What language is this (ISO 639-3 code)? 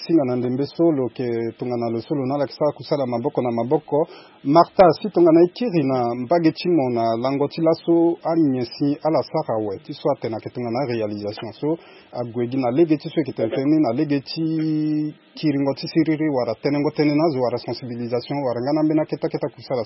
sag